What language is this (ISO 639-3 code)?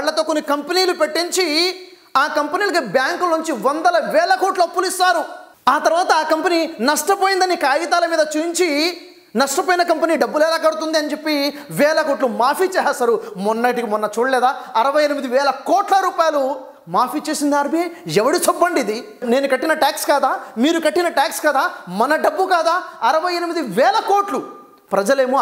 tel